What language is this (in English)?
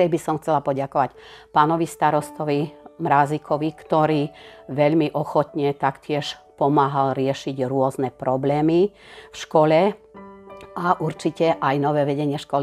Slovak